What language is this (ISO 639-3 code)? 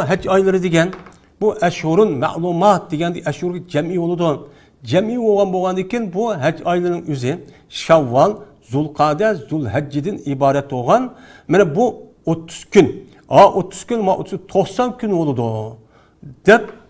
uig